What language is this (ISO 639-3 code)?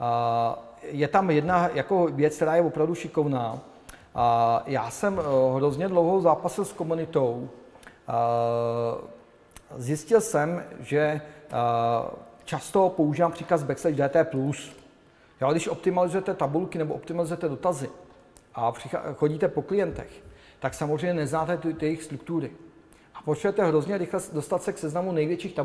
ces